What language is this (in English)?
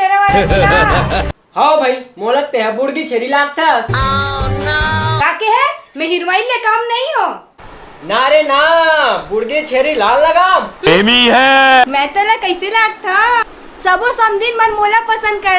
Chhattisgarhi